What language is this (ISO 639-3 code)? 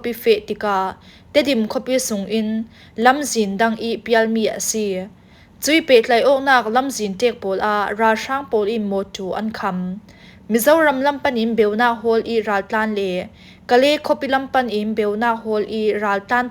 cfm